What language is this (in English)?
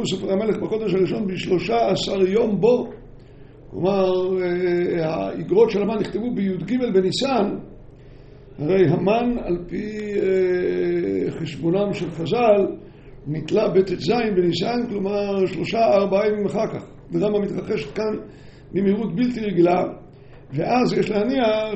Hebrew